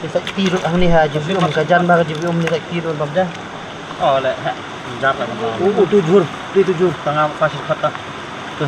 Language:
Khasi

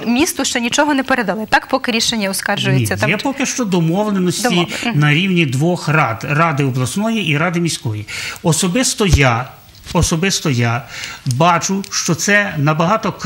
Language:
Ukrainian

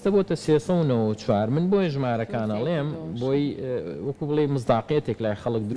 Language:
Central Kurdish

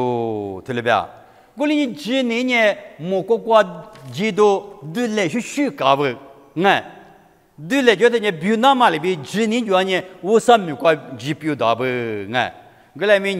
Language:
Lisu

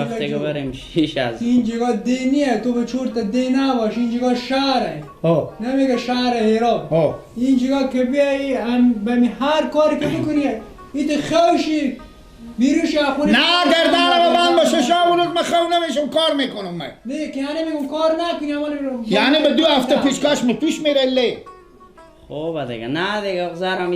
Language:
Persian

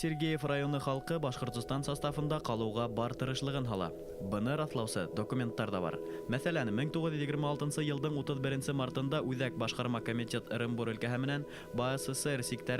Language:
Bashkir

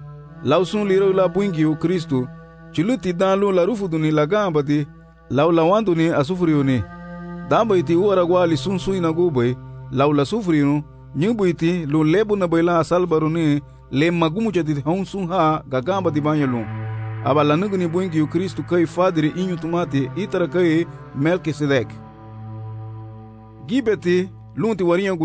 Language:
Garifuna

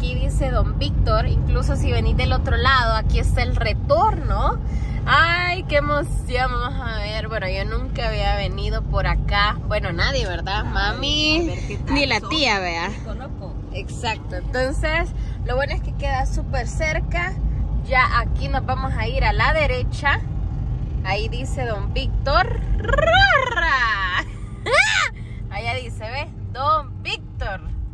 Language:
Spanish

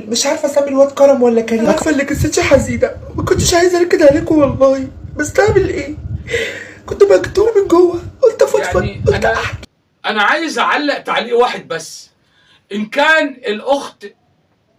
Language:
Egyptian Arabic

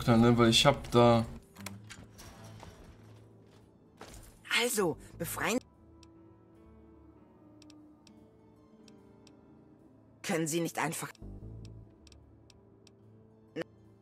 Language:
German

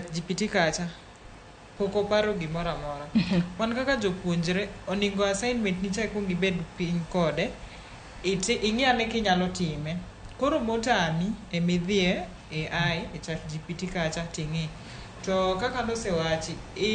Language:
Luo (Kenya and Tanzania)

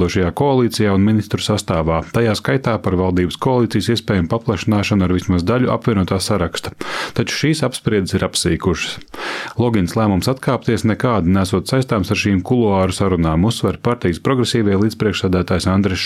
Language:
Latvian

